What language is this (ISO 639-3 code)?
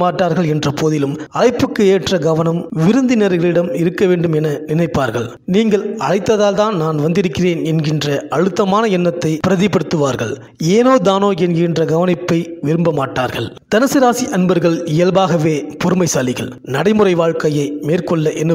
tam